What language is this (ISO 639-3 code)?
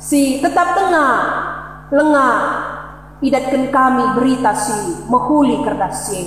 btx